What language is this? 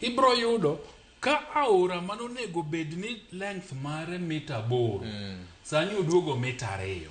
Luo (Kenya and Tanzania)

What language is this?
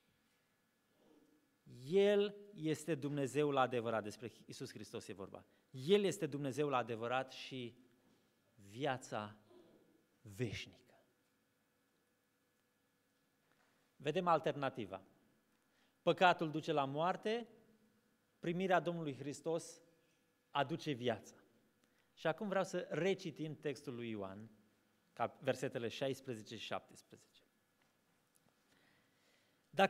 Romanian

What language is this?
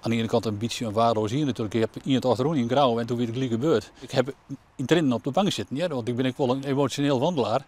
Western Frisian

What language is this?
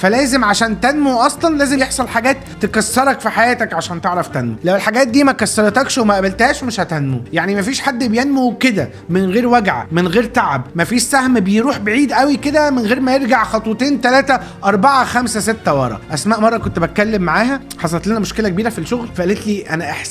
Egyptian Arabic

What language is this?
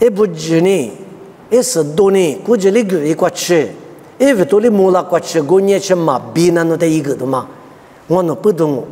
Lisu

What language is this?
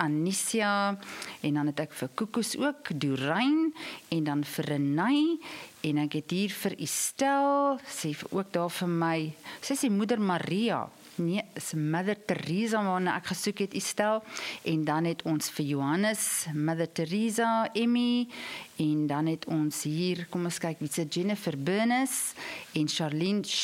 Afrikaans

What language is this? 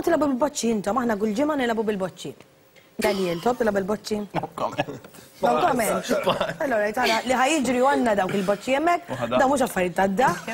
Maltese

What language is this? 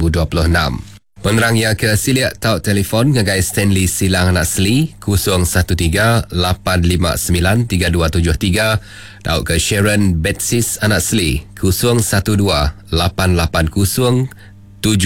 Iban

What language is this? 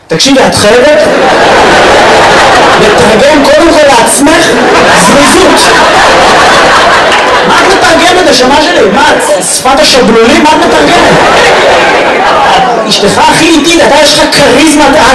Hebrew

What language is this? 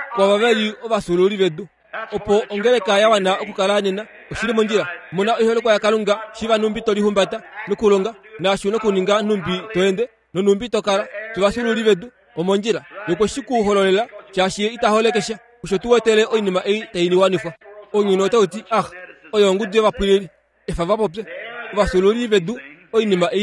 Kuanyama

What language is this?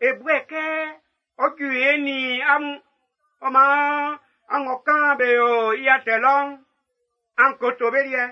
Baoulé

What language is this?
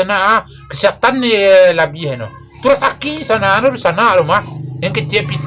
Minangkabau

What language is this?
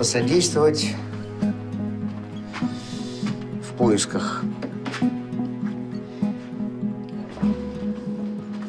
Russian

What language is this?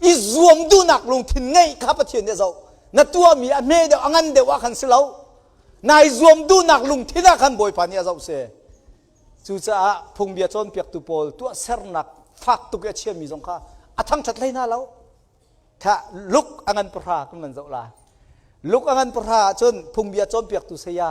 Hakha Chin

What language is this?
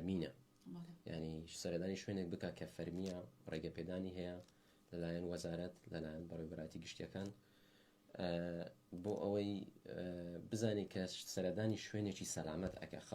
Central Kurdish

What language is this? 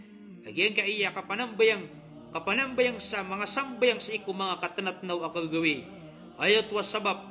Maranao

